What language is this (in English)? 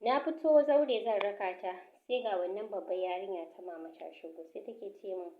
Hausa